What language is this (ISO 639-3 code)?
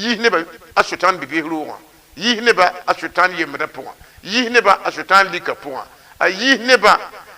mos